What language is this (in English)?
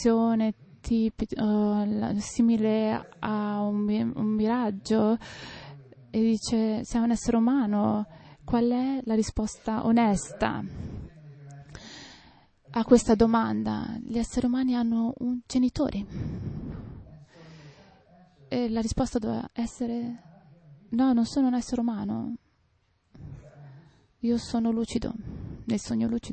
Italian